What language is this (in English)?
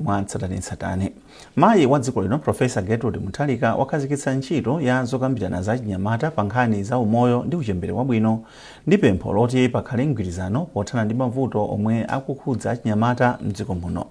Nyanja